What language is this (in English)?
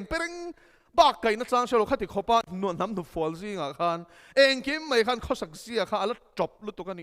Mizo